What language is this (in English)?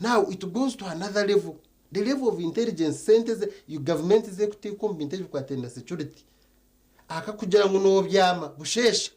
Nyankole